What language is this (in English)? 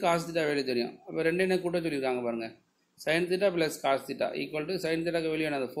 Tamil